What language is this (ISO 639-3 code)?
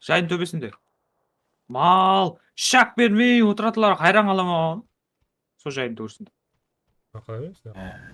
kaa